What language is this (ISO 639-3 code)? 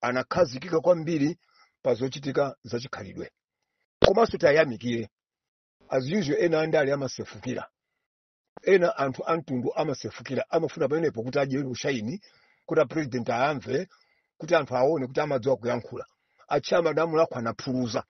nya